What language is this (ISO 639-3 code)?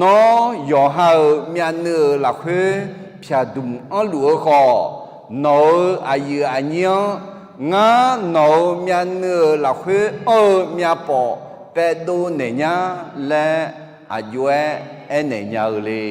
ahk